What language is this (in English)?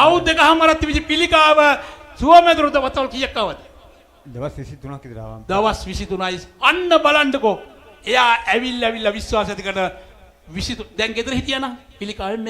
Sinhala